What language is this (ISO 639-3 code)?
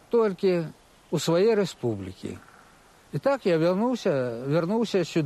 bel